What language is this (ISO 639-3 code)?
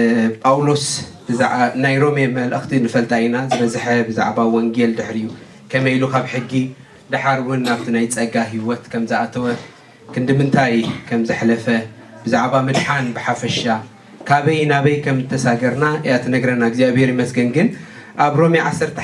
tir